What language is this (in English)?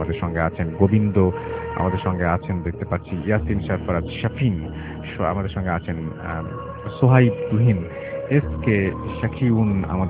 Bangla